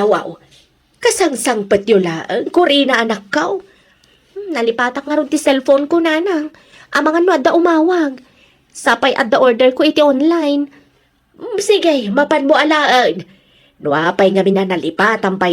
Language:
Iloko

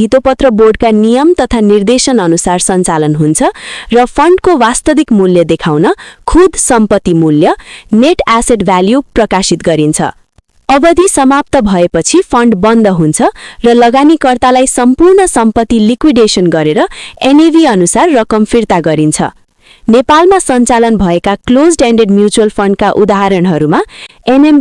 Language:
Nepali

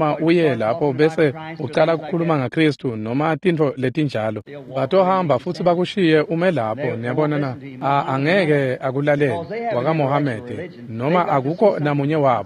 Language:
Swati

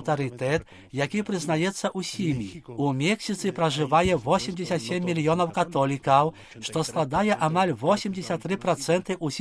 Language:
Belarusian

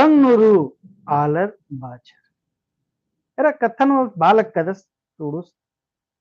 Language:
Kurukh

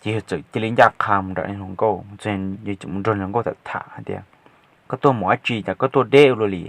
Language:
Hmong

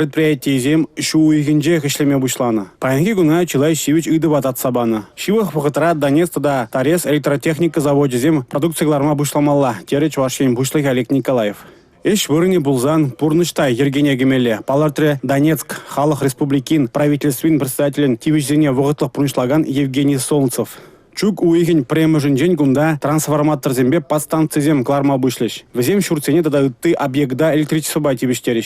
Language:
Chuvash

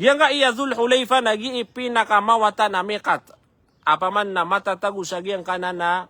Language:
Maranao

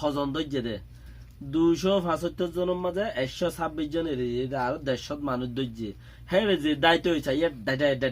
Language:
Rohingya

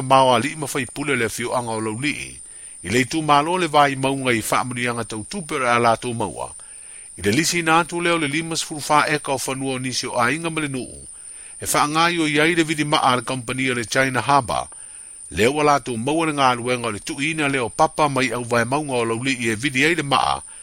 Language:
Samoan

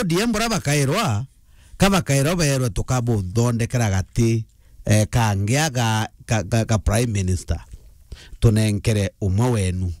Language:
Meru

